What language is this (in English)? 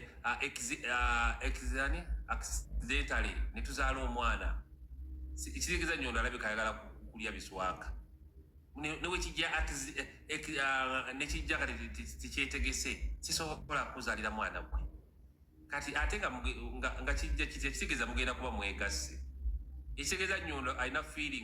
Ganda